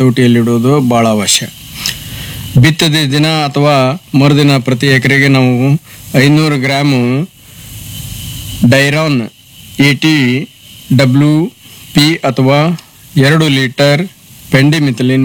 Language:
Kannada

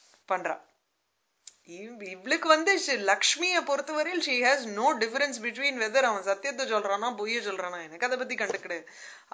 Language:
Tamil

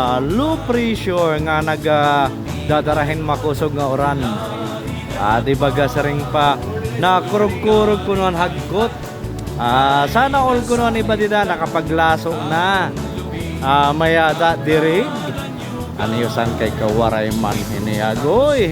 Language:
Waray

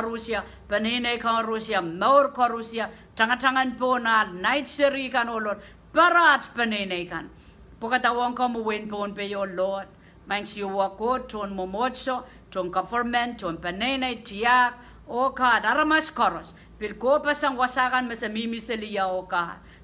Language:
Pohnpeian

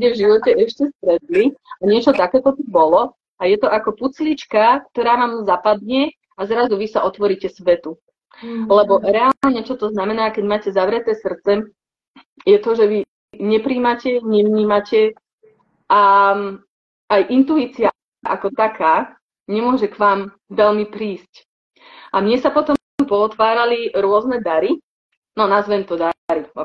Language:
Slovak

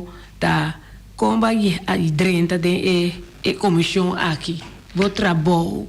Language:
Papiamento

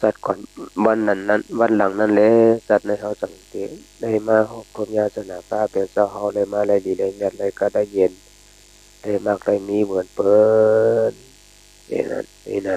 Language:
Shan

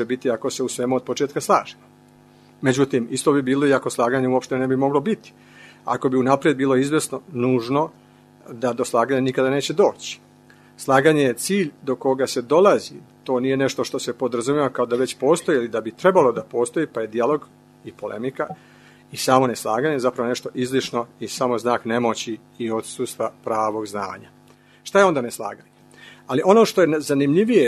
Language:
Serbian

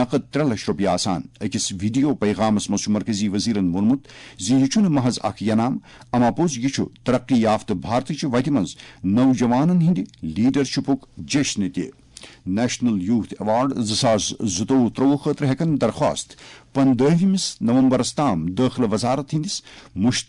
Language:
Kashmiri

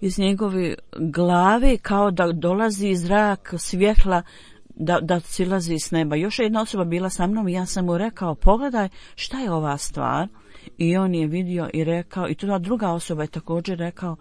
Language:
Bosnian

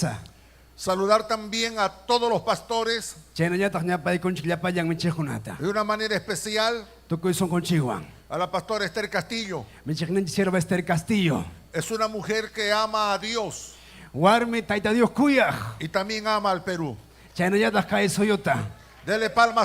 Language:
Ayacucho Quechua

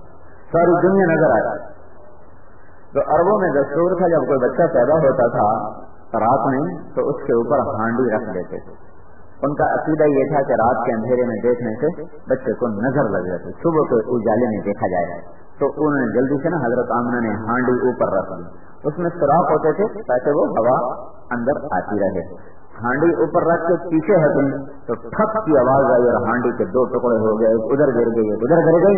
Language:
Urdu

